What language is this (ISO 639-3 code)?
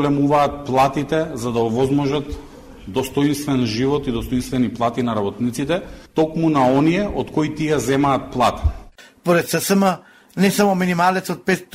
mkd